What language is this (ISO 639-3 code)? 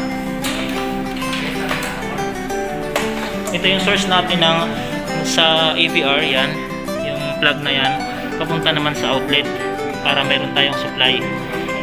fil